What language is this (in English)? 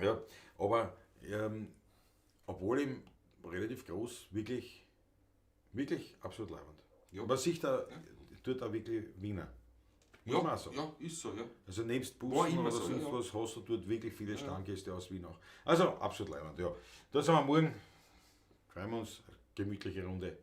Bavarian